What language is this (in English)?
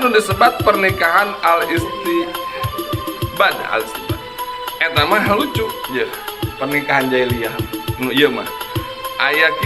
Sundanese